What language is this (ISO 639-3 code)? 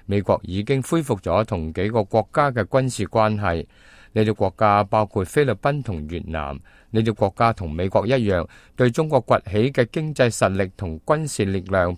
yue